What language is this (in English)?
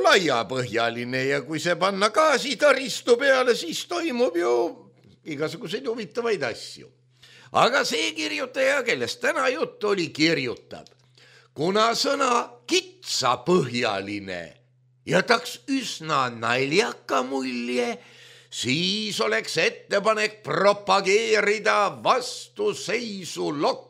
Estonian